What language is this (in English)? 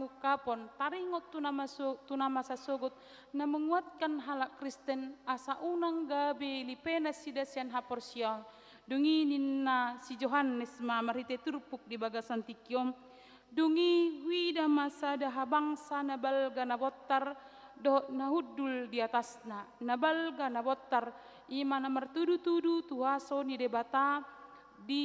Batak Toba